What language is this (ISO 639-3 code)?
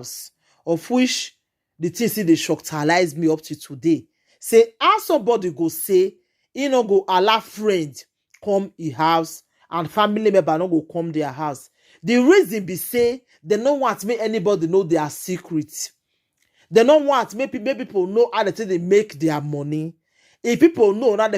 pcm